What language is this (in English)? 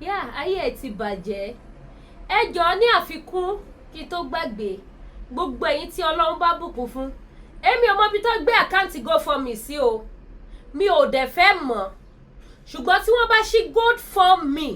Yoruba